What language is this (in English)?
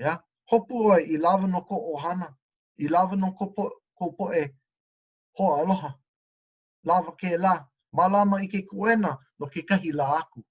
Hawaiian